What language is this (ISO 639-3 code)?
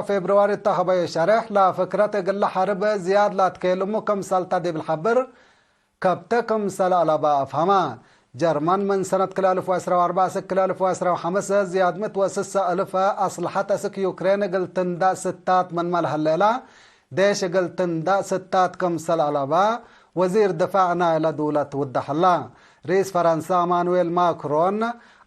tig